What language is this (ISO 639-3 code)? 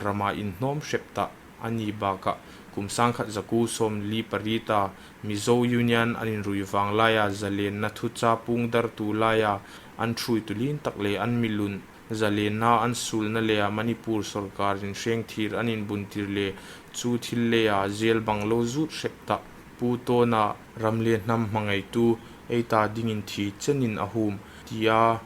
hmr